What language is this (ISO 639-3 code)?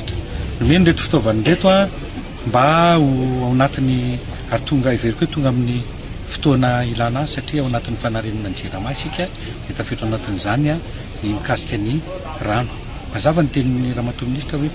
mlg